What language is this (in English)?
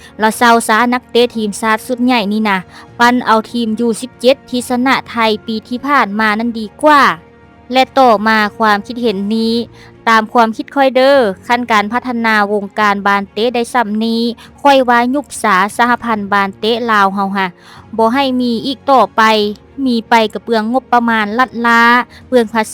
Lao